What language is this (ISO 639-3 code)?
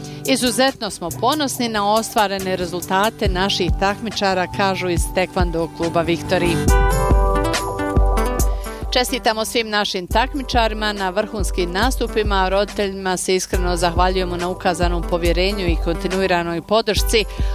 bos